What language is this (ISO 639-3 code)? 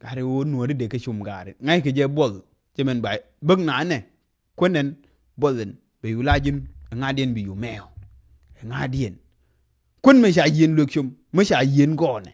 nus